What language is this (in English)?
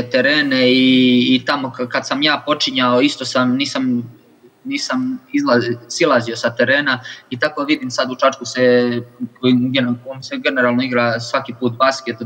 Serbian